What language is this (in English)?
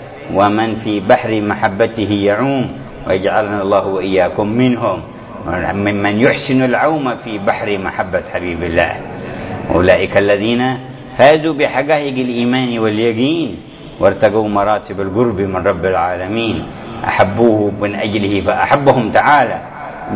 Arabic